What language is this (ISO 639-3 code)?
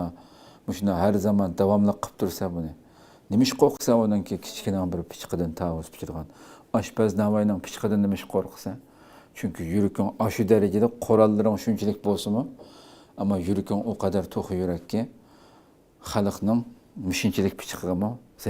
uig